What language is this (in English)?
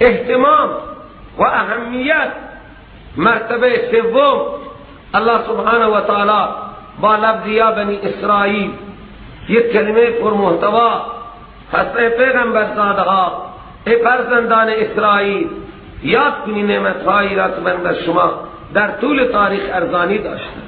Persian